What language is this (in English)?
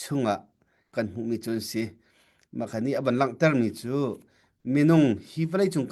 Hakha Chin